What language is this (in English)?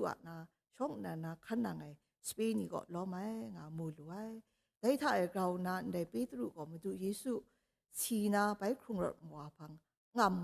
Kachin